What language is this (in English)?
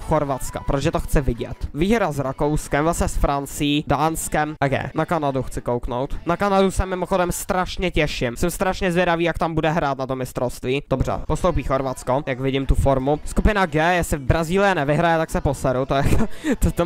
Czech